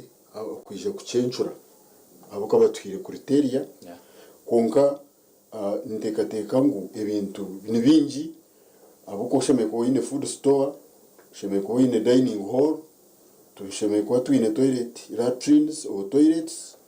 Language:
Nyankole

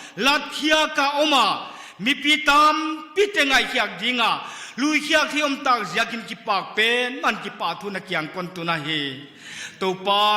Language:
Paite Chin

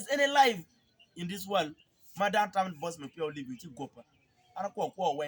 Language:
Acoli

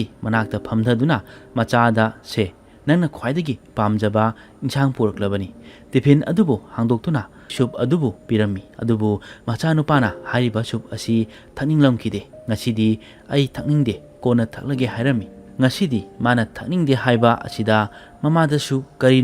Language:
Manipuri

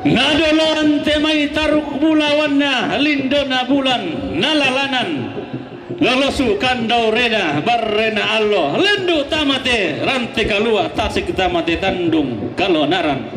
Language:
Toraja-Sa'dan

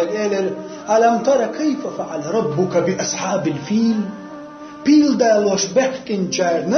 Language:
Chechen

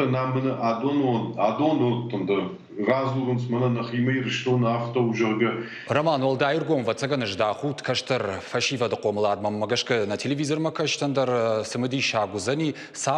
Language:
Ossetic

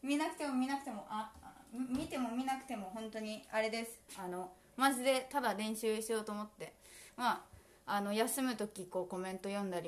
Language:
Japanese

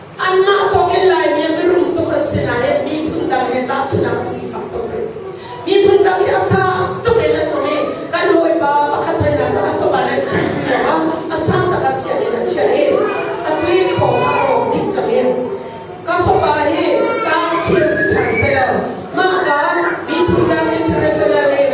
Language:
Hakha Chin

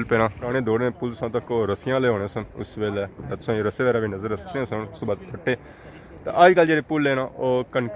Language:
Pahari-Potwari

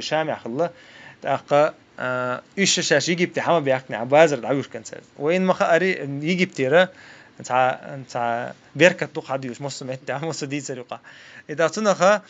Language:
Chechen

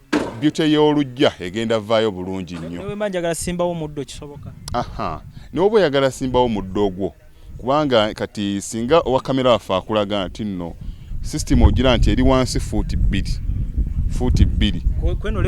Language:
Ganda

